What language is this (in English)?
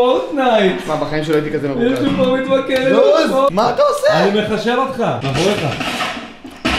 Hebrew